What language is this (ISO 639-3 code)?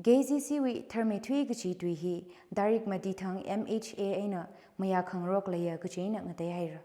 nmf